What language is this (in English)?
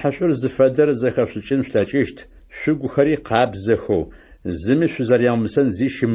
Adyghe